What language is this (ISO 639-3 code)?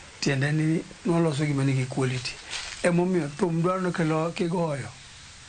luo